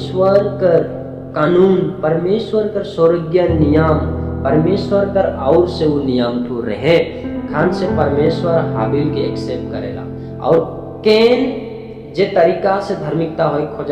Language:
Sadri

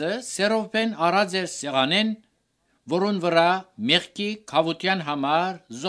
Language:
Armenian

